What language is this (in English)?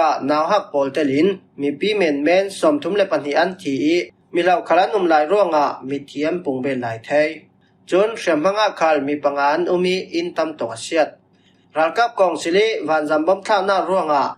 Falam Chin